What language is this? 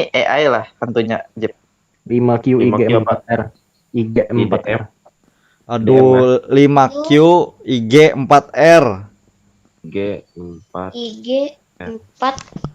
Banjar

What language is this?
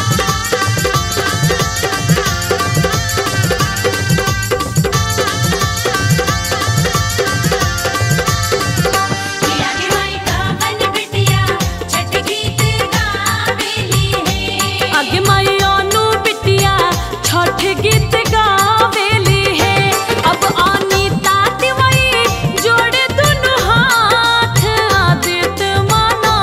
Bhojpuri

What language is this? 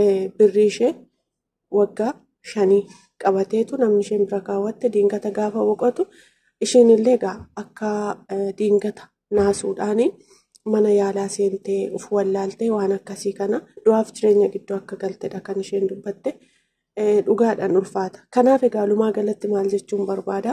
Oromo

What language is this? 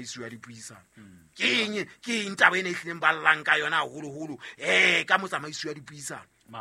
Southern Sotho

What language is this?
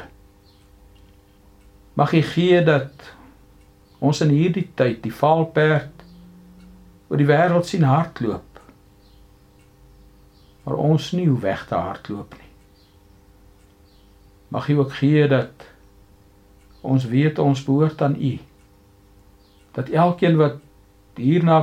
Afrikaans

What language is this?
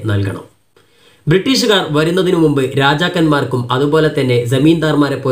Malayalam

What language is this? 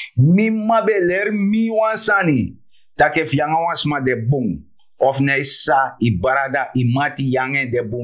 Sranan Tongo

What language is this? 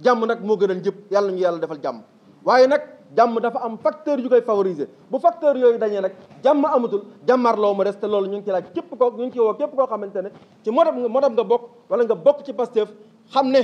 Wolof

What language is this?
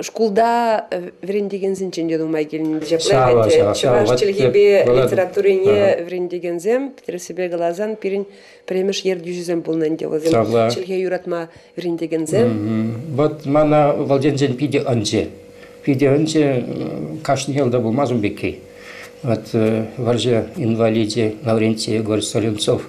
Chuvash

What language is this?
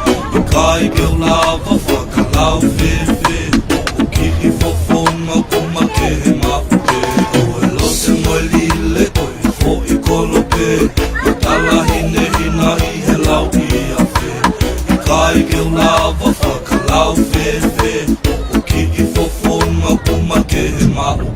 Tongan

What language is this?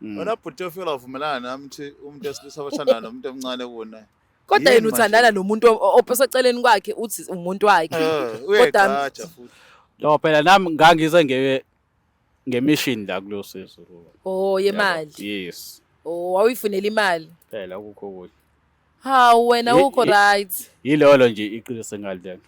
Zulu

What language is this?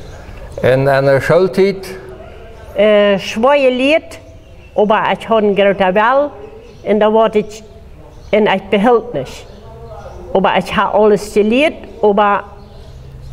Plautdietsch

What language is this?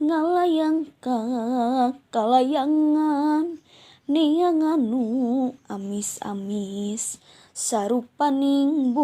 Sundanese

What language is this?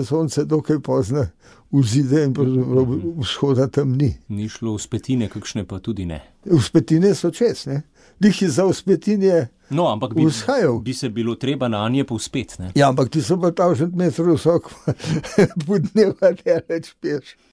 Slovenian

